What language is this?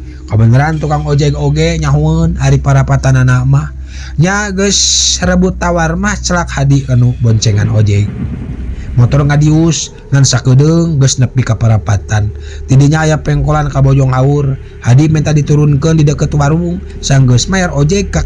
Sundanese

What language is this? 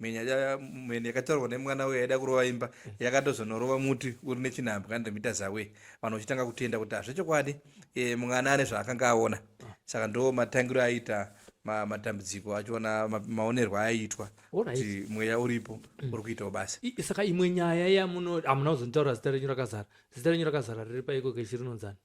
Shona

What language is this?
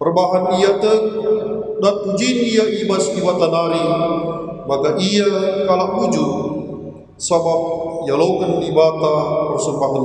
Batak Karo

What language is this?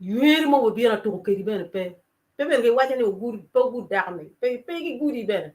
Acoli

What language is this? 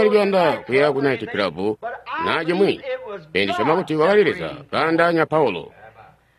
Tonga (Zambia)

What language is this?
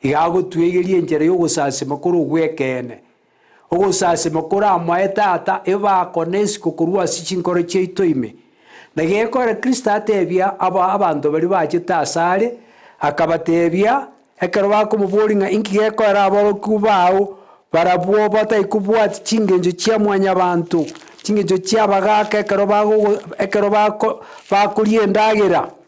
Gusii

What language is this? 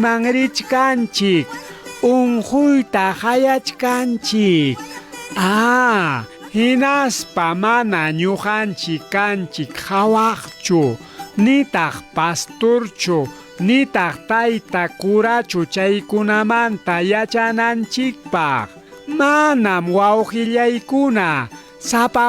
Ayacucho Quechua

